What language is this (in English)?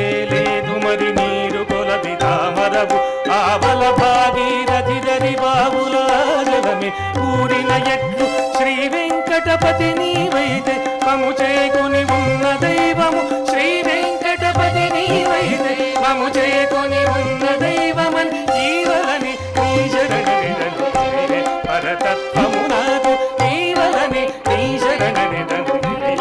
Telugu